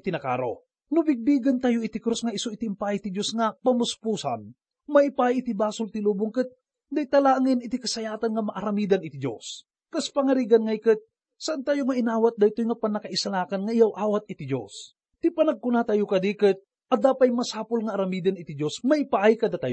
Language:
Iloko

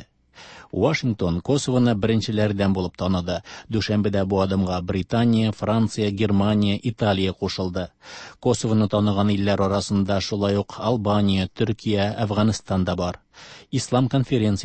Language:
Tatar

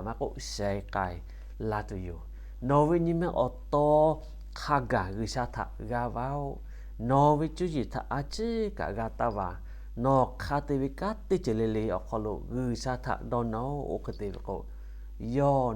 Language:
Lahu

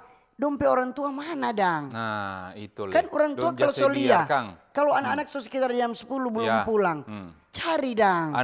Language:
Manado Malay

